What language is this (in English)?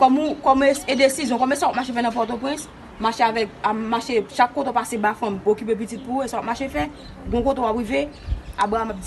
Haitian Creole